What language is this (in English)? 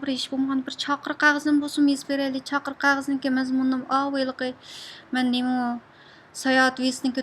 Uyghur